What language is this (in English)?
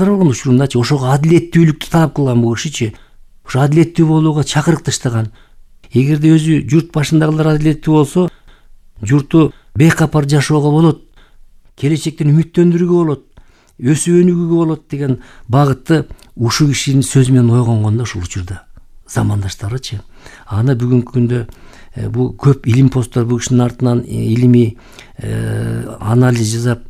Kyrgyz